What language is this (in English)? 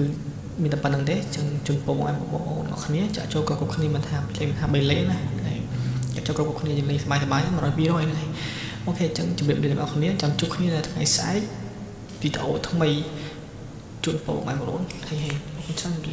Khmer